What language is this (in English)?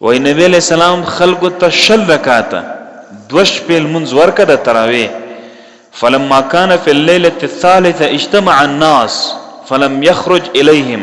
Pashto